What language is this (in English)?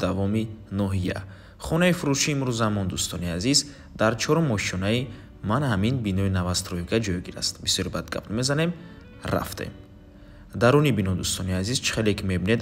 Tajik